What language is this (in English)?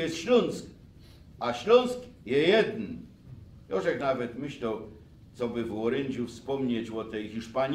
Silesian